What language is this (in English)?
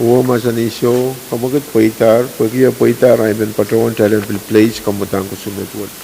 Pohnpeian